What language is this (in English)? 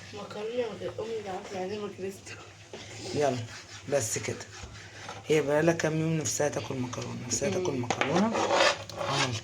Egyptian Arabic